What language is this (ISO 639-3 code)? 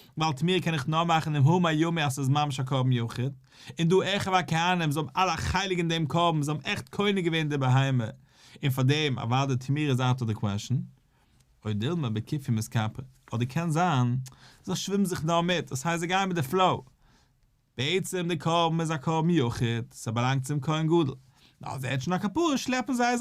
yid